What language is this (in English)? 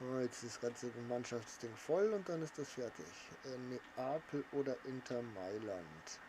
Bavarian